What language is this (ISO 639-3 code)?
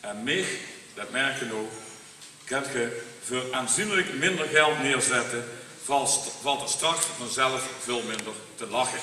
lim